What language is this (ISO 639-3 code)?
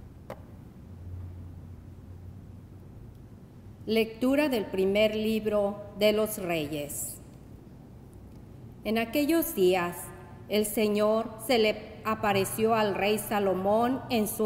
spa